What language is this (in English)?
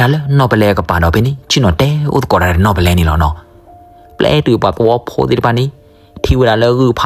S'gaw Karen